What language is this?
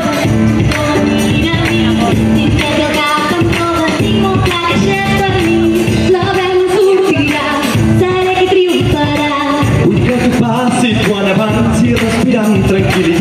Catalan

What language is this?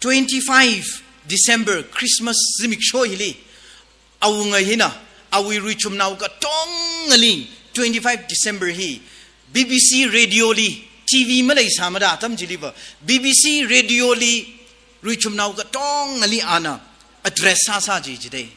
Tangkhul Naga (India)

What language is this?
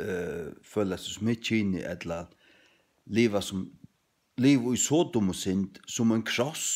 Faroese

